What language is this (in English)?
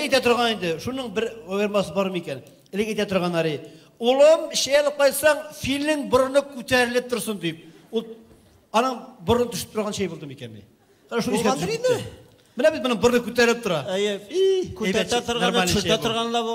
Tatar